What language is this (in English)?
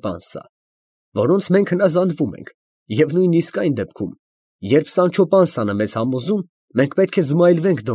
Armenian